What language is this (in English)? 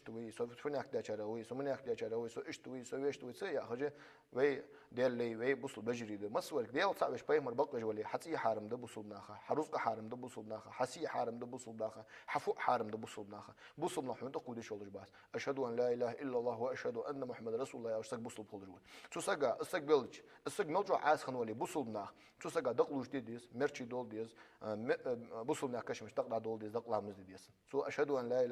Ingush